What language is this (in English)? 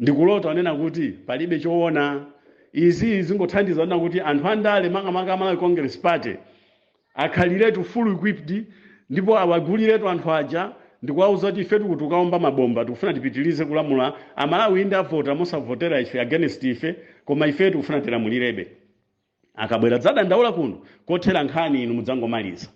Nyanja